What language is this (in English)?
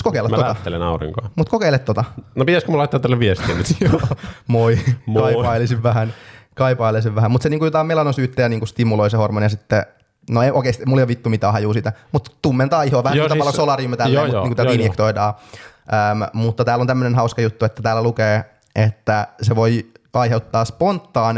Finnish